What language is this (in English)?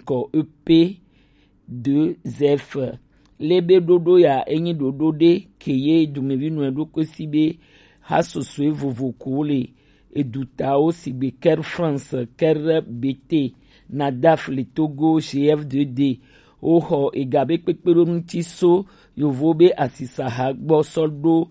Gen